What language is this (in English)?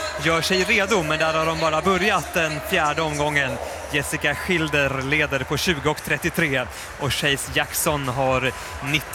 Swedish